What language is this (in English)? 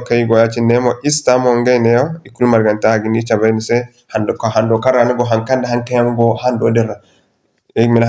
Zarma